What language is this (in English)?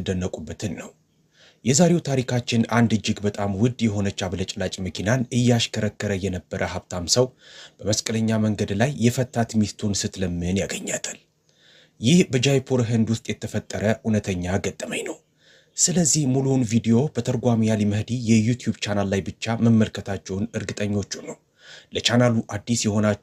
Amharic